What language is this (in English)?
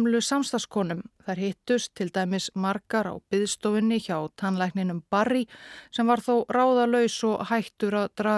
Icelandic